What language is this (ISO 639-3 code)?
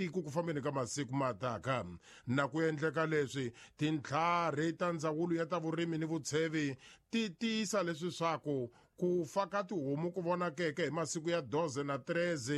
tso